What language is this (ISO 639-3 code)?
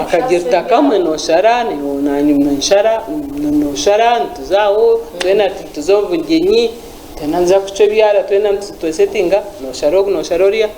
nyn